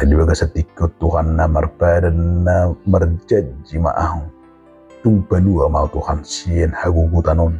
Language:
Batak Toba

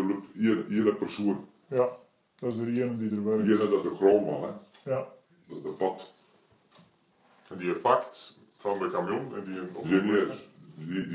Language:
Dutch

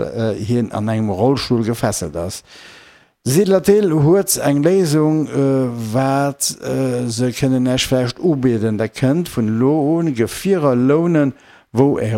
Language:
Luxembourgish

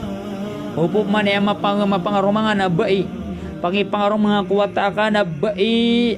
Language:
Maranao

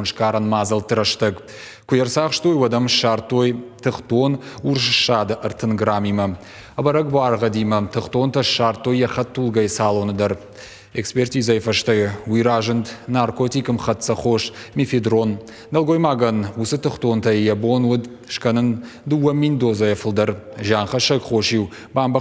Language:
Ossetic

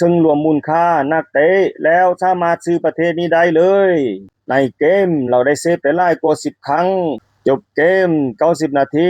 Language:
Lao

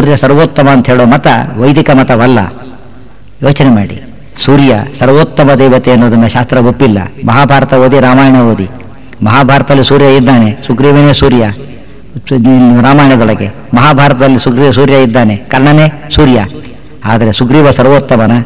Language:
Kannada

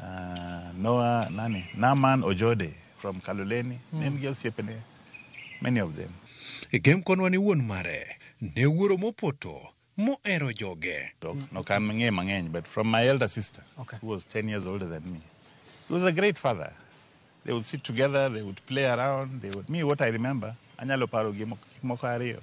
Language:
Luo (Kenya and Tanzania)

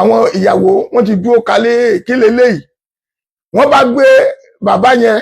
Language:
Yoruba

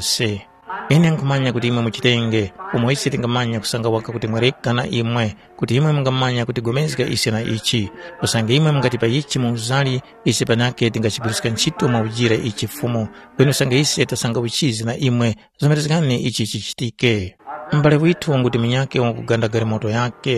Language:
Tumbuka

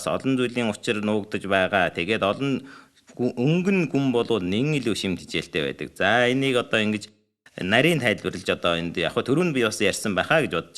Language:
Mongolian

